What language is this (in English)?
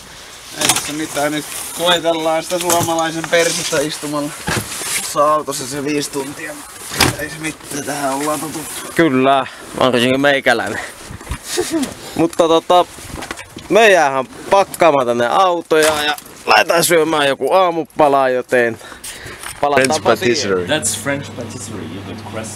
Finnish